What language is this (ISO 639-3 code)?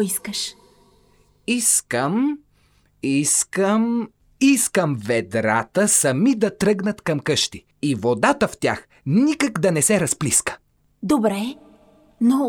bul